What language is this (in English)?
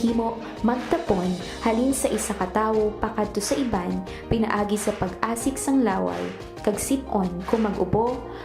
Hiligaynon